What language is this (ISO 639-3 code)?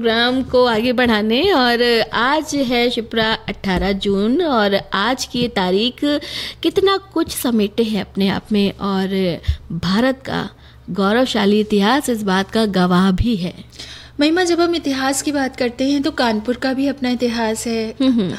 hin